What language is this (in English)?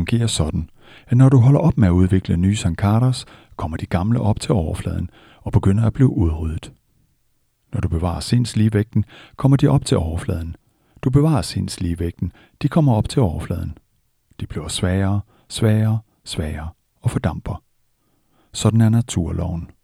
Danish